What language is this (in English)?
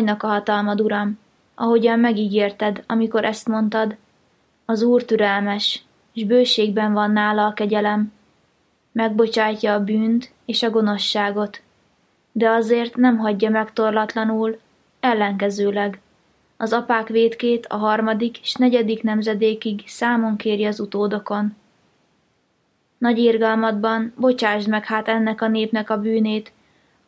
Hungarian